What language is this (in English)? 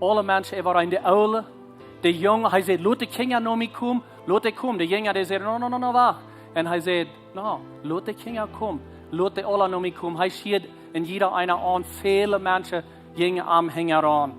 Plautdietsch